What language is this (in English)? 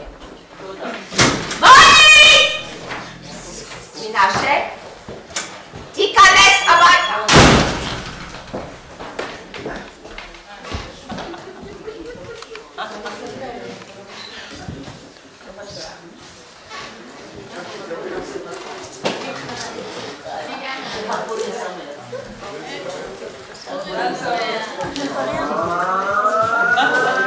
Hebrew